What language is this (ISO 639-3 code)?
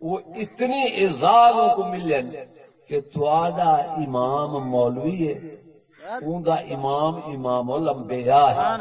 skr